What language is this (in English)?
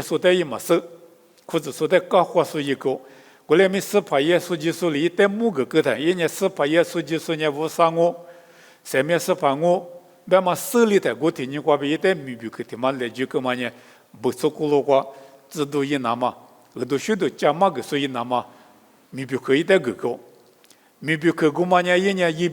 Lisu